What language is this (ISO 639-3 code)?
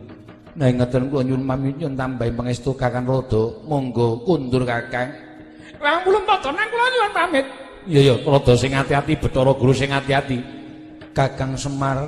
jav